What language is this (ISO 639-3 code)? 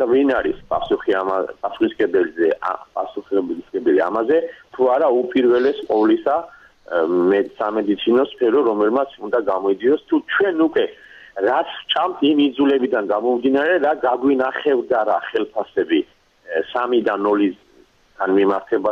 kat